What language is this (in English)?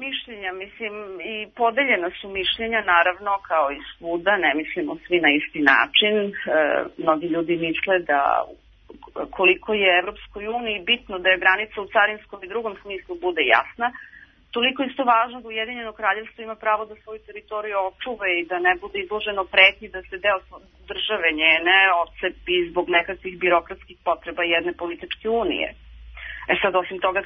Serbian